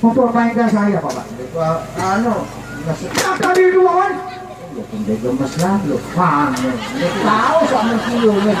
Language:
Sasak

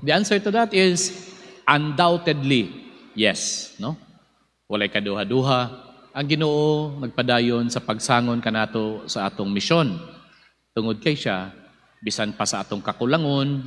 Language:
Cebuano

